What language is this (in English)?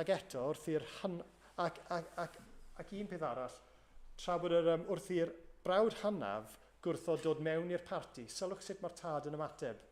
Welsh